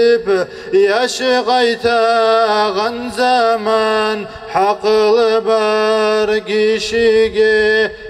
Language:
Kumyk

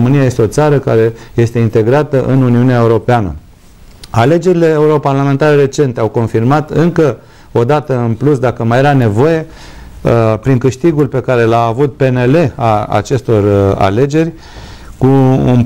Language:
Romanian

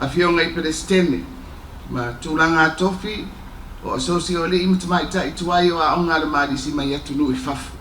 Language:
Samoan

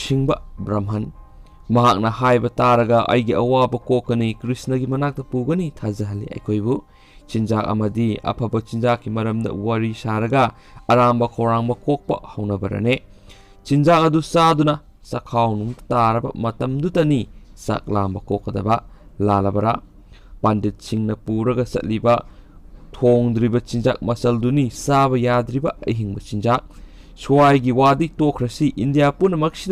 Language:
Manipuri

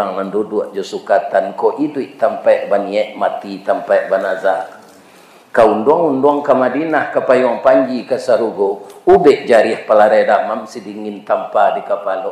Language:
Minangkabau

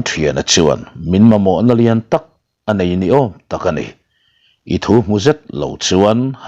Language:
Mizo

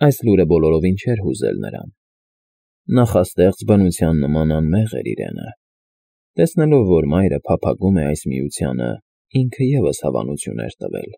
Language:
Armenian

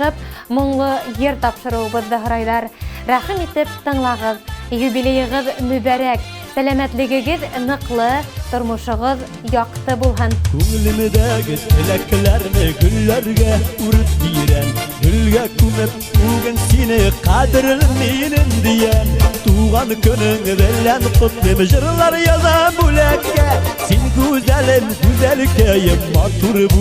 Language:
Bashkir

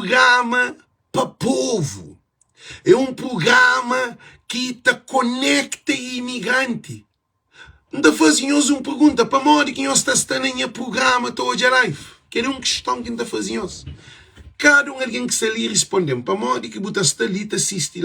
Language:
Kabuverdianu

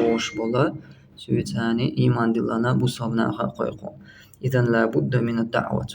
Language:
Chechen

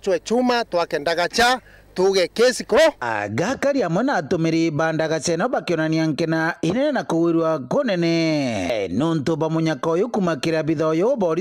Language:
Meru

